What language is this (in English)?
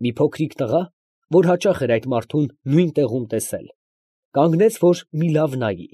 Armenian